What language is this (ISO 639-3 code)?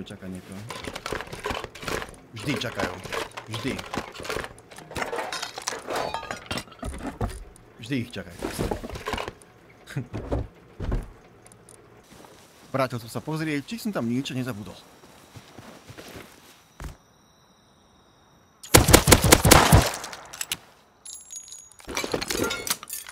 slk